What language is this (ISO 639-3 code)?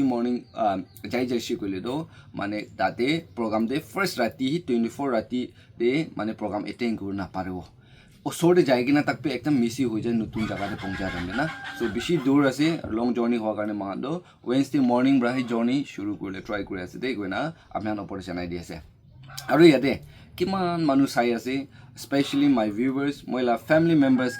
nag